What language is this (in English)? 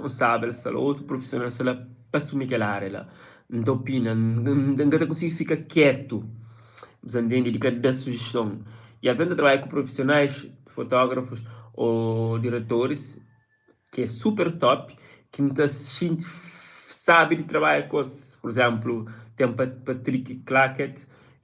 Kabuverdianu